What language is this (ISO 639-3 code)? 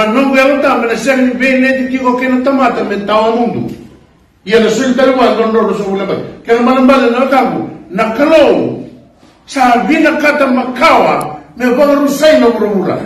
fij